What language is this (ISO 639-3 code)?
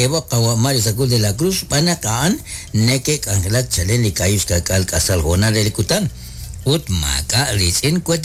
kek